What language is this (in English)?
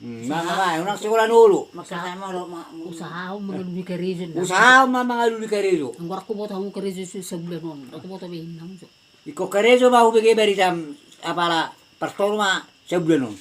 Batak Toba